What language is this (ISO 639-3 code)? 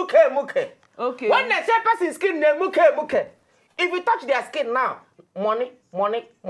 pcm